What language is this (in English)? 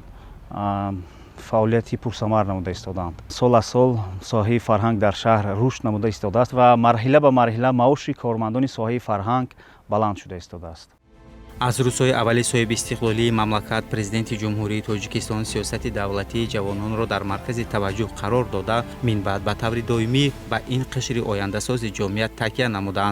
Tajik